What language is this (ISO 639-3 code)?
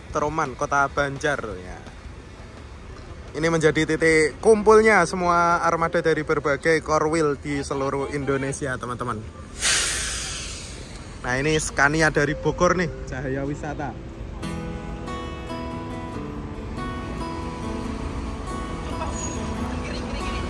ind